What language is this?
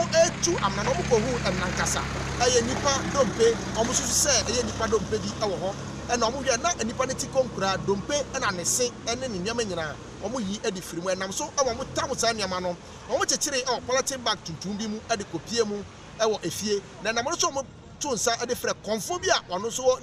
Akan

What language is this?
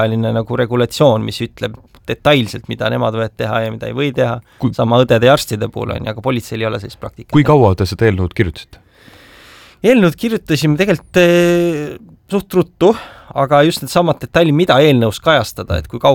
Estonian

